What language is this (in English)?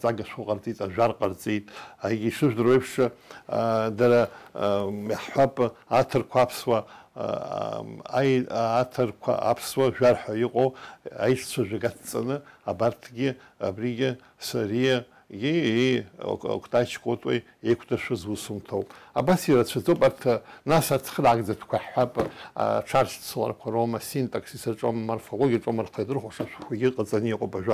Abkhazian